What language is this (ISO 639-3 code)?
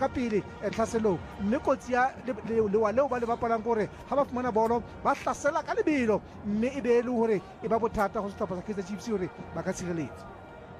sot